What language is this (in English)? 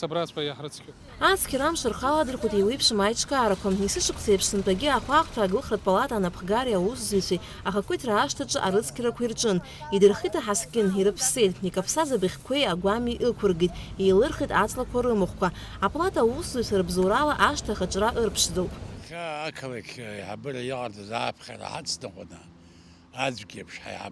Abkhazian